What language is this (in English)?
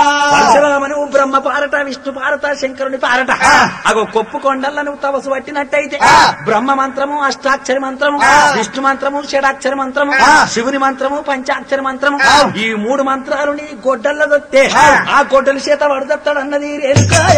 Telugu